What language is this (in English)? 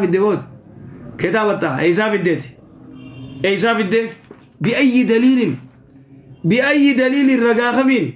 Oromo